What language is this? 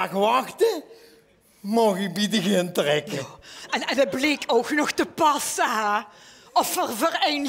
Limburgish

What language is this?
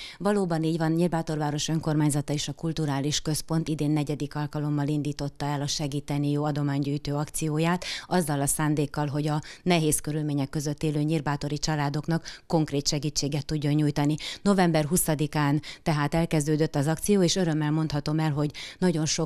Hungarian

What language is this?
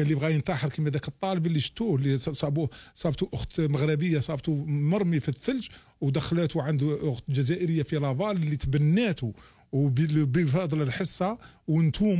Algerian Arabic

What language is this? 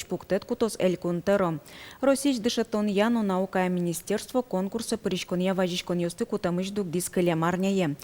Udmurt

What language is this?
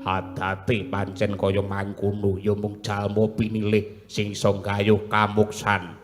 Javanese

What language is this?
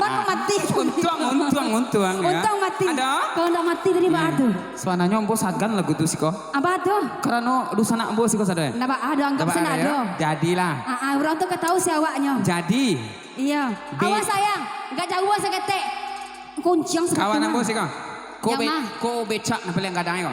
Minangkabau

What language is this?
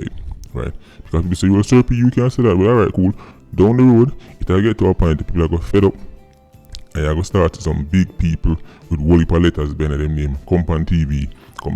Jamaican Creole English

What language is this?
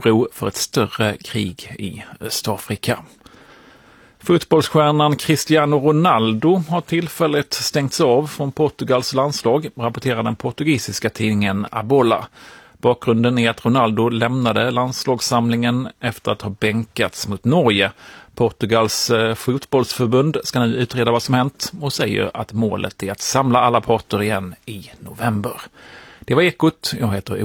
Swedish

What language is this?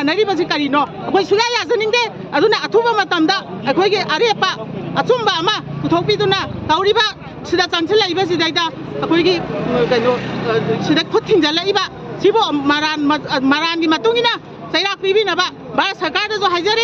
Manipuri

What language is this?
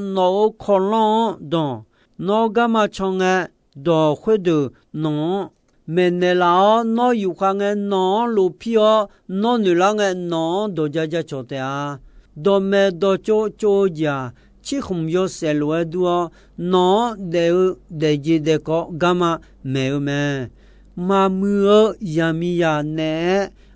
Akha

